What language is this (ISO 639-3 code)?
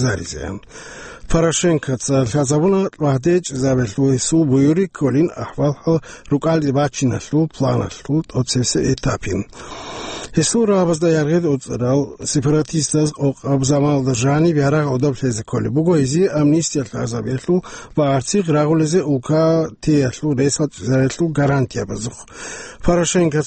ava